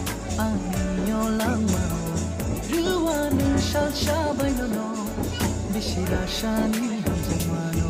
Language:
Kok Borok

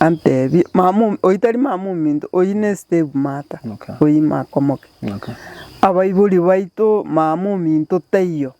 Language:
Gusii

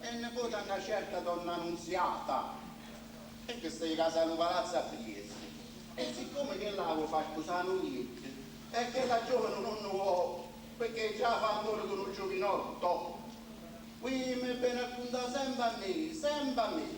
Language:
Neapolitan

